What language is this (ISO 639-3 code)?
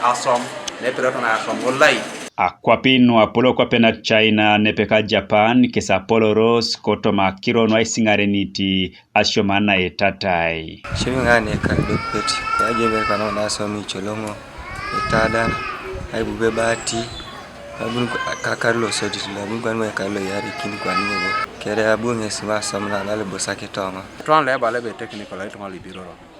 teo